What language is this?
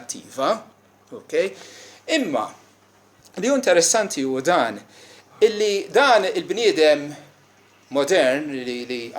Maltese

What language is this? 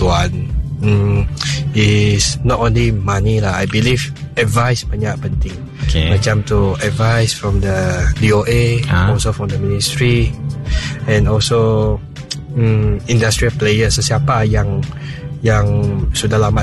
Iban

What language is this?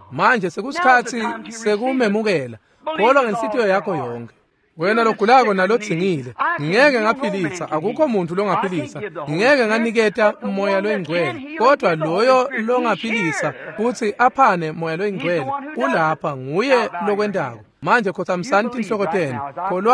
Swati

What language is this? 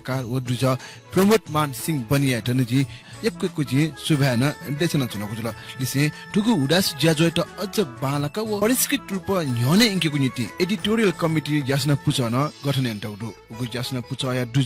Newari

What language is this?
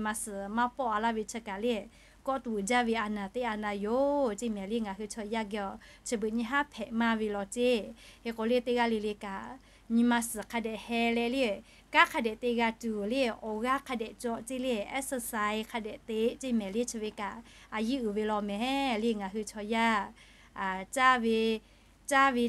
Lahu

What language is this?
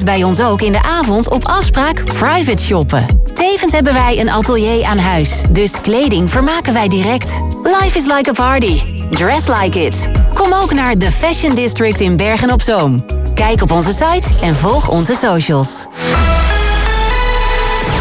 Dutch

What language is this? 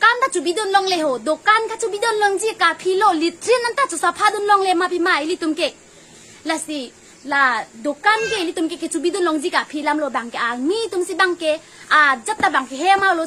Karbi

